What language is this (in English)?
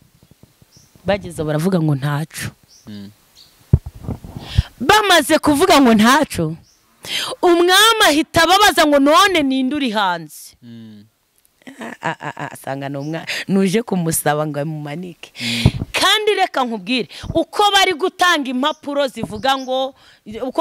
Kinyarwanda